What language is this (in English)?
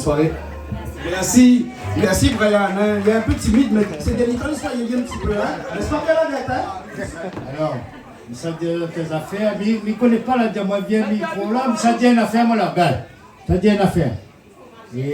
Réunion Creole French